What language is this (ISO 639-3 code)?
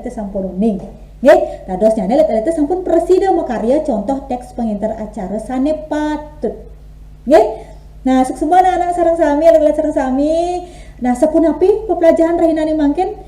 ban